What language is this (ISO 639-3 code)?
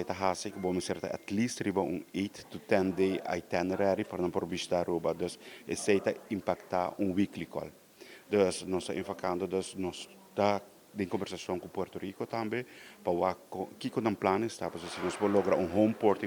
pap